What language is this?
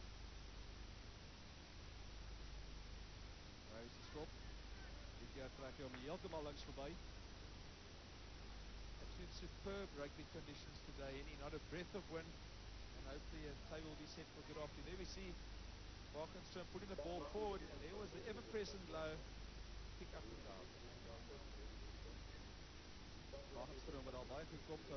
Afrikaans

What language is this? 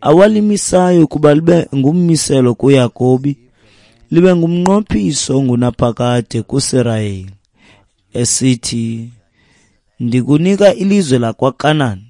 Xhosa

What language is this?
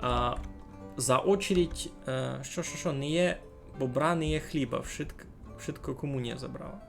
Rusyn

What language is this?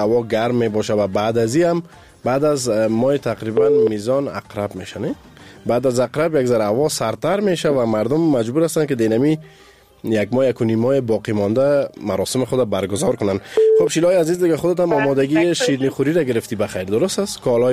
Persian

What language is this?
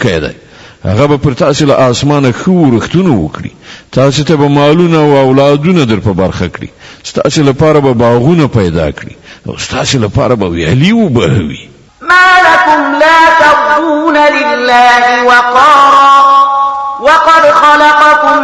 Pashto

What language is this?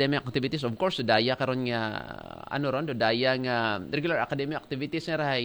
Aklanon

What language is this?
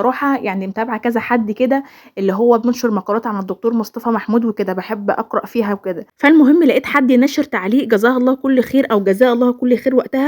Egyptian Arabic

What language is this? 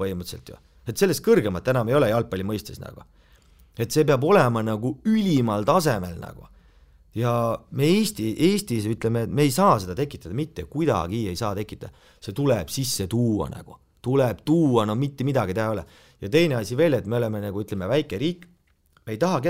Estonian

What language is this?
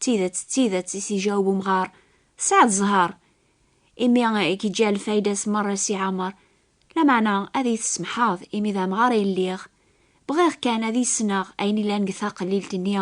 Kabyle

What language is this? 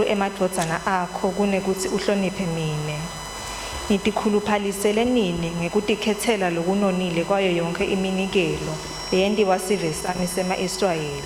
Swati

